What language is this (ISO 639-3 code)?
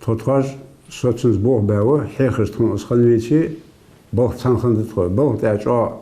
inh